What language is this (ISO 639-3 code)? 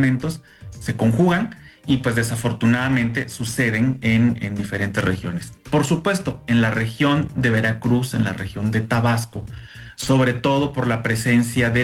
spa